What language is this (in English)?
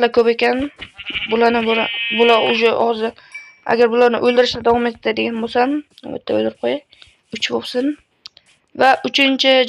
Uzbek